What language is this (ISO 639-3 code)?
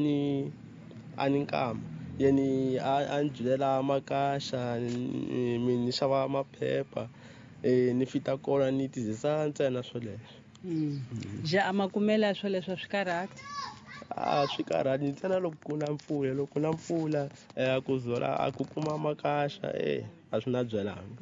tso